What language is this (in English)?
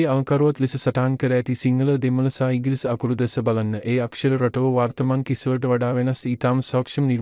Sinhala